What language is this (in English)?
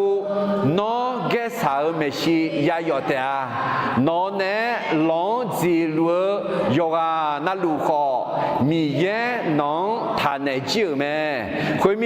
Akha